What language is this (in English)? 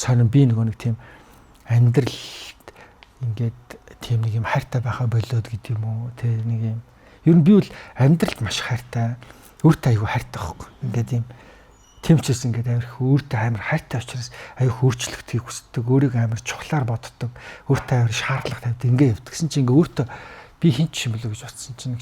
Mongolian